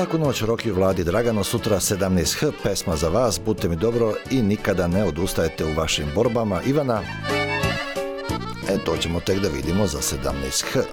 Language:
Serbian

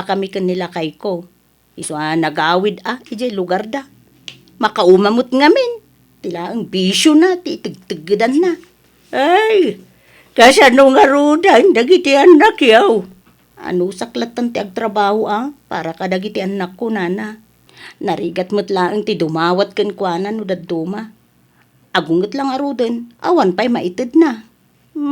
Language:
Iloko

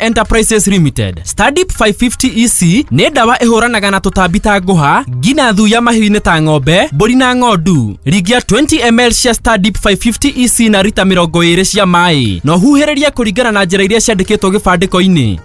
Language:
Kikuyu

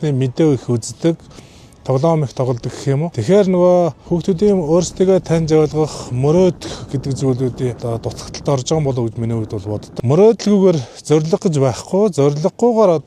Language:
Mongolian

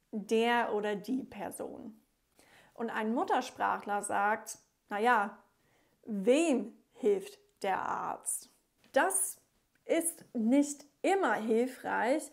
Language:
German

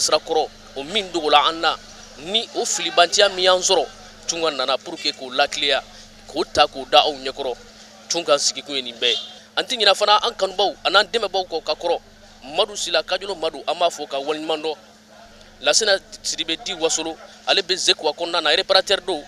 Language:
Bambara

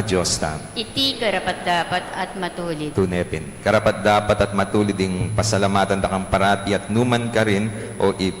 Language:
Pampanga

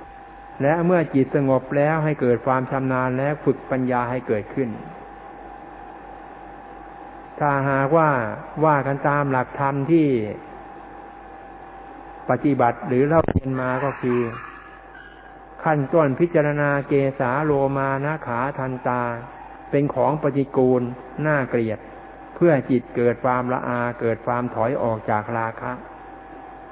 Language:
Thai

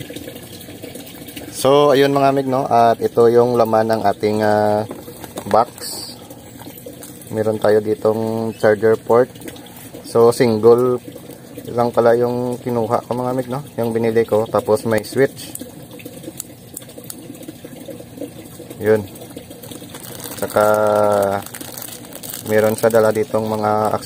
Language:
Filipino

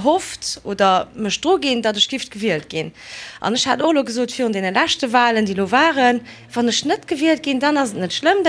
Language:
Luxembourgish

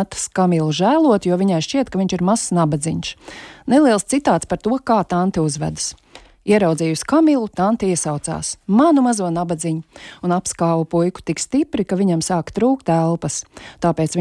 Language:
Latvian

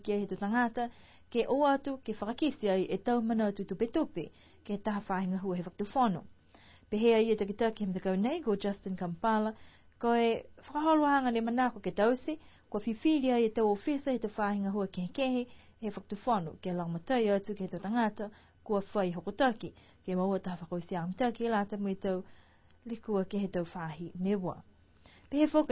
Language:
Niuean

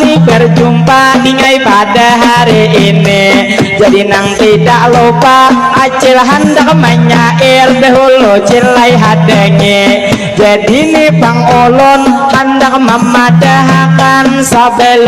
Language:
Banjar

